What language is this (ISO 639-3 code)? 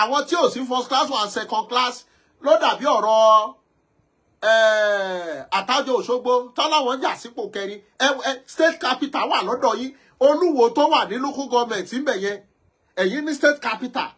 yor